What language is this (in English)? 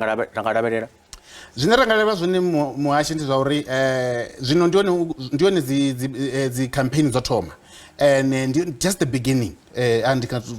Venda